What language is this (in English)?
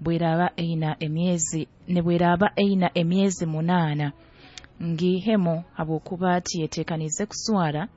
Nyoro